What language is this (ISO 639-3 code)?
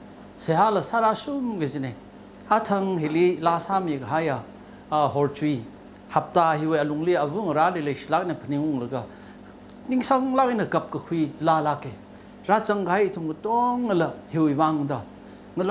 nmf